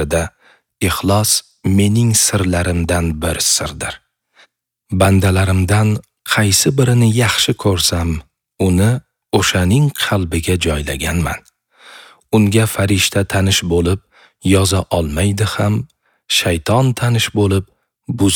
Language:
Uzbek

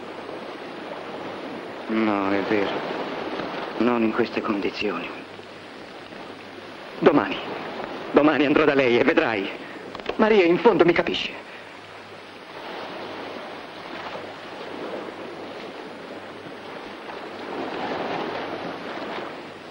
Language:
Italian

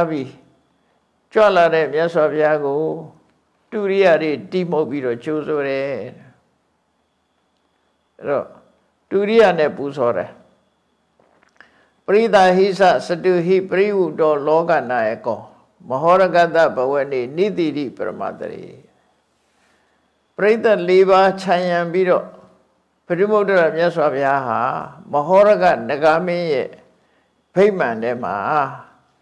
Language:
Burmese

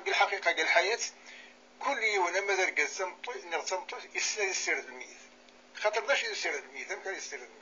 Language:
Kabyle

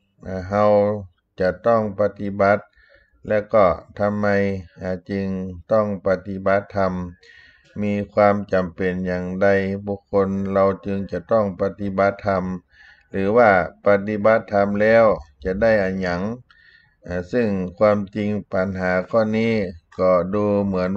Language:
Thai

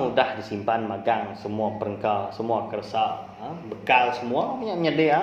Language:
Iban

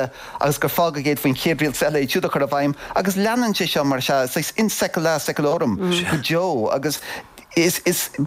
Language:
Irish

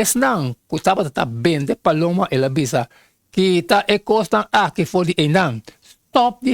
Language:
Papiamento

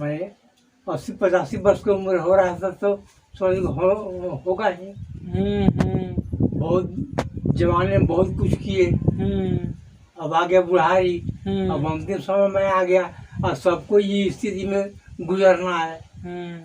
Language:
Magahi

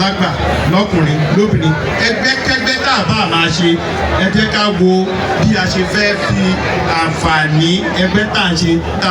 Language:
Yoruba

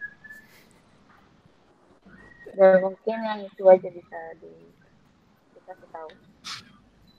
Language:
Indonesian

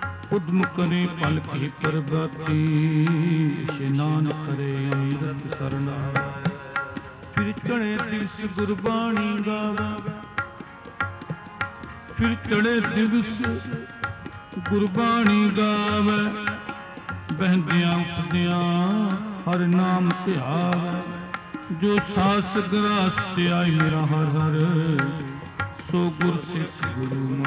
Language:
Punjabi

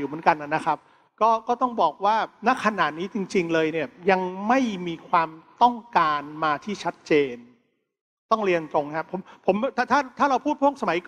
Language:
Thai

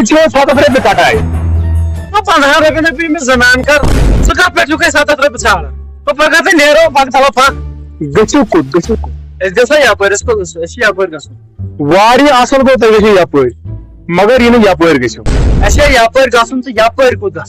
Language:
Kashmiri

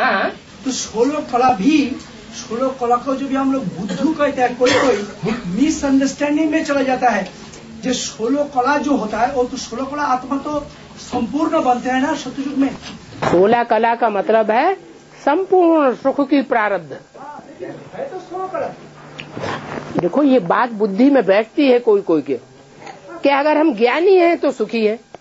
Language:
Hindi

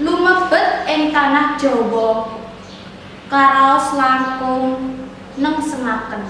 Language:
Javanese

